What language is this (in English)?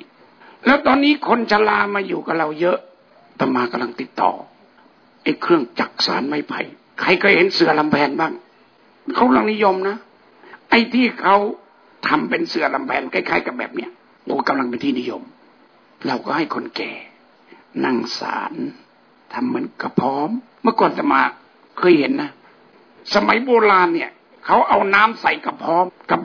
Thai